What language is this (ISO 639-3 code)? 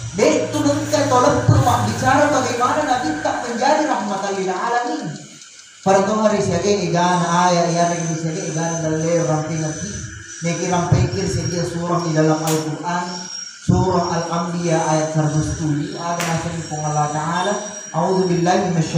bug